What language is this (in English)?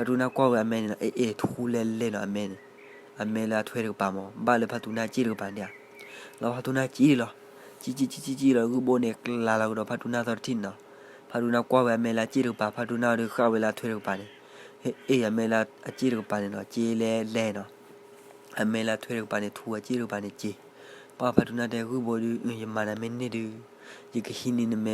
S'gaw Karen